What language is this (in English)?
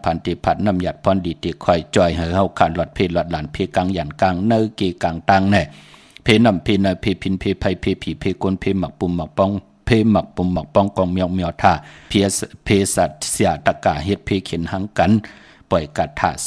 Shan